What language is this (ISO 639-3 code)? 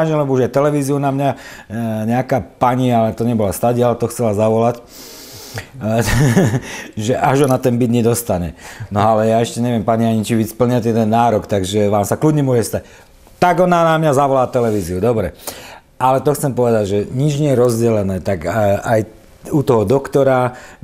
slk